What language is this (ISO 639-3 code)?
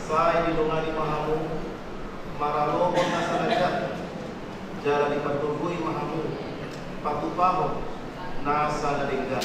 bbc